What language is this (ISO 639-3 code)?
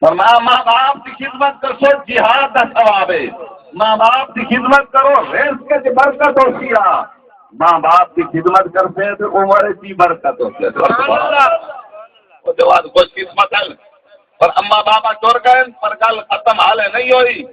skr